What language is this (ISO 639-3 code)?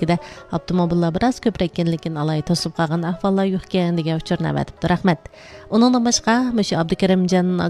uig